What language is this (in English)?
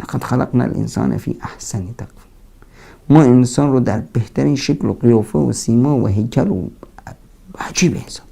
Persian